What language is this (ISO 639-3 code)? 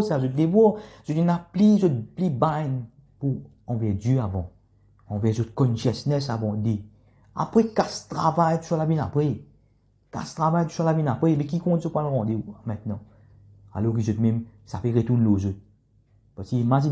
mfe